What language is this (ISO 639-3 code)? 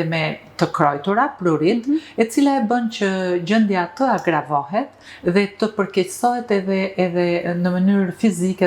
sqi